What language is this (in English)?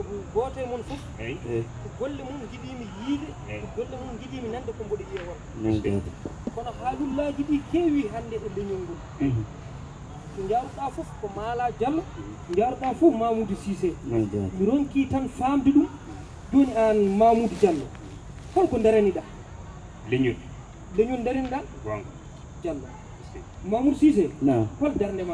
Fula